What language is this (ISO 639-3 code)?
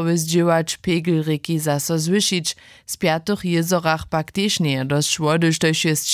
hsb